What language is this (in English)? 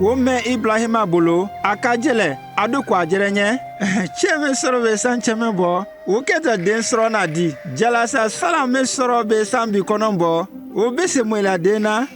Konyanka Maninka